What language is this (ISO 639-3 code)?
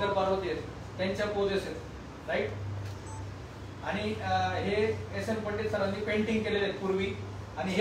mar